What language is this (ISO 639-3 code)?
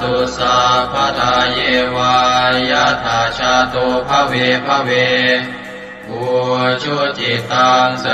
pli